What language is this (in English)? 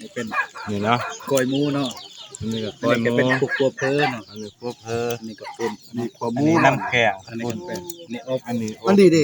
Northeastern Thai